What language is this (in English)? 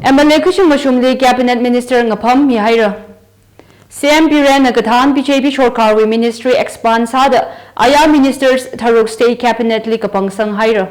Tangkhul Naga (India)